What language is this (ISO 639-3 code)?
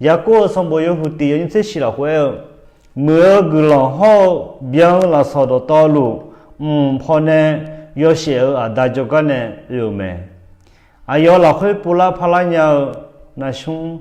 ahk